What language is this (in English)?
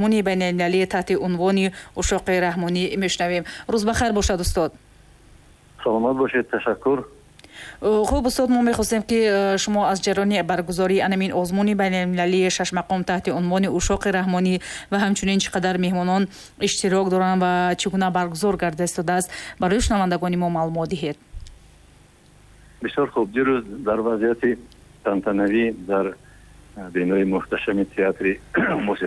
Tajik